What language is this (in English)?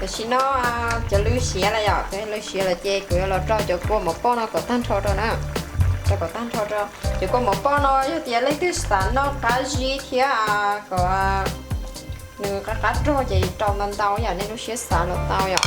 Hmong